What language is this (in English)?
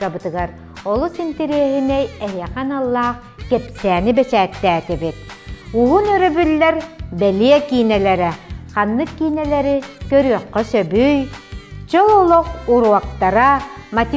Yakut